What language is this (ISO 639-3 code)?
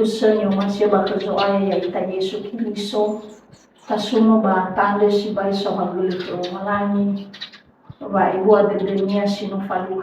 nia